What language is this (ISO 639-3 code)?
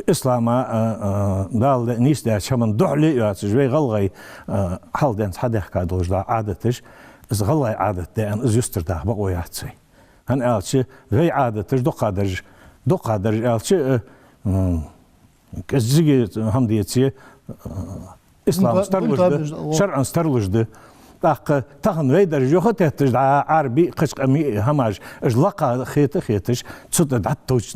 inh